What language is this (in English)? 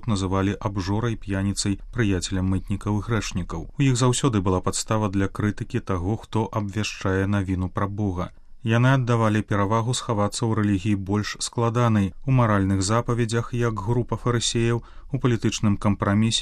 Belarusian